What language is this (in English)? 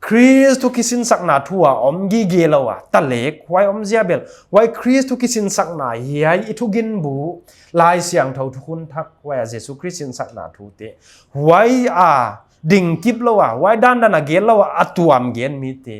Paite Chin